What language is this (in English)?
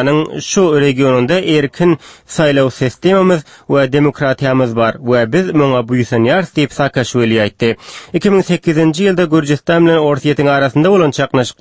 Turkmen